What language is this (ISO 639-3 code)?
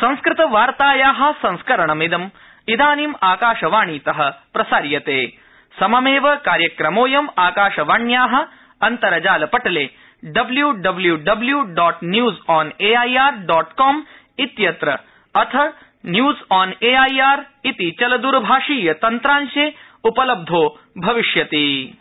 san